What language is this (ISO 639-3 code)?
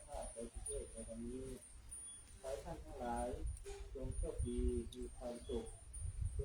pli